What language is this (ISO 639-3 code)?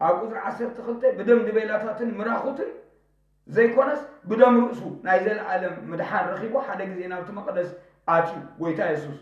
tir